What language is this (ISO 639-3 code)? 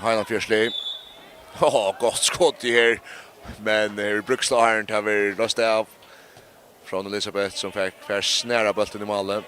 fao